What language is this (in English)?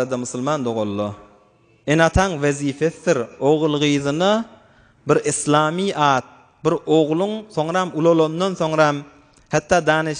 Turkmen